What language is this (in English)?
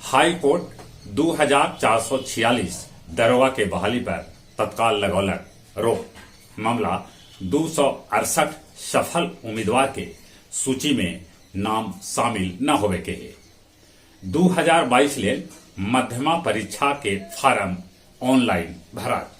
Magahi